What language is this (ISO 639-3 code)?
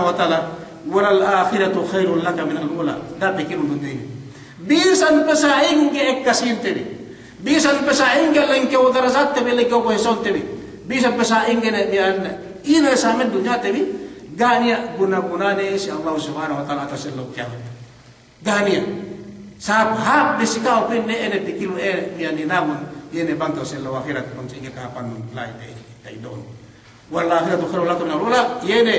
yka